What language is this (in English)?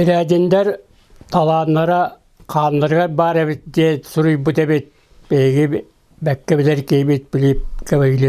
Yakut